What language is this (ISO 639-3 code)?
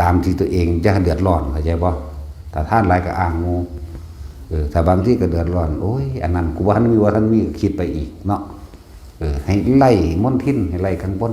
tts